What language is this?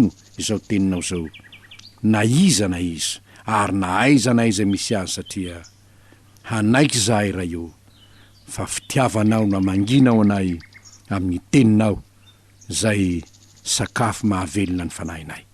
Malagasy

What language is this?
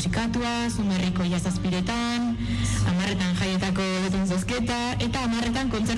Basque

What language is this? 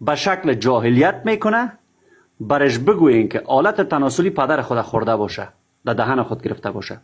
Persian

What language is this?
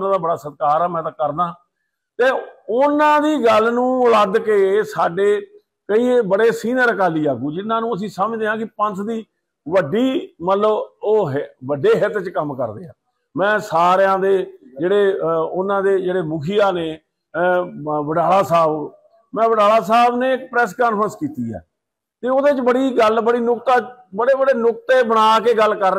Punjabi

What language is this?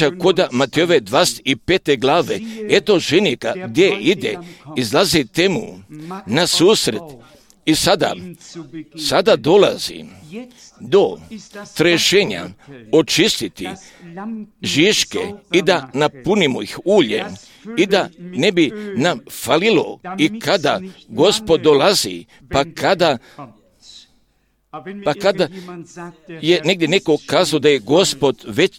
Croatian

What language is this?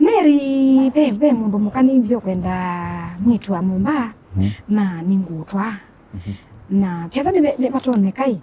Kamba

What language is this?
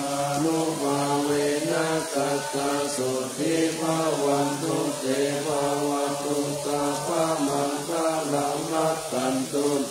Pali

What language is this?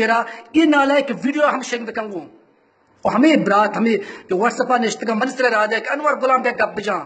Baluchi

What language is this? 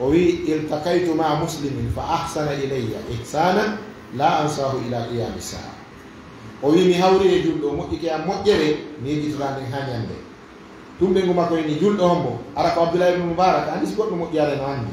Fula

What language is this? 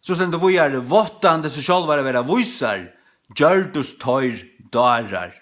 Faroese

